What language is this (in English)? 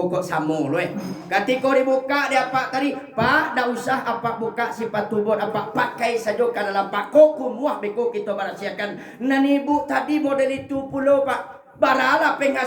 Minangkabau